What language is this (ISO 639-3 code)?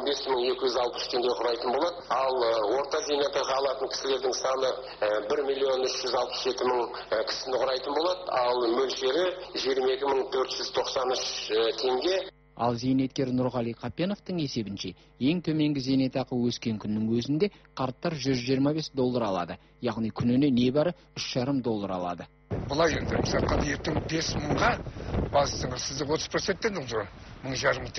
kaz